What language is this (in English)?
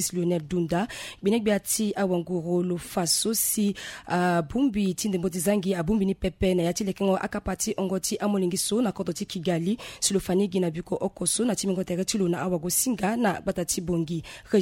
Sango